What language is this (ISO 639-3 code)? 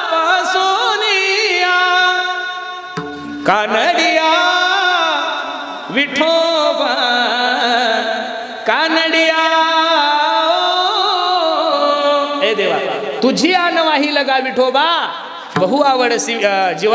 mar